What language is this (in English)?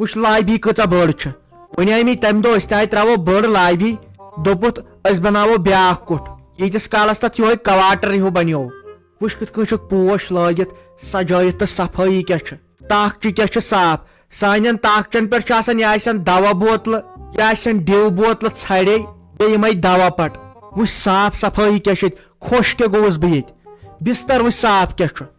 Kashmiri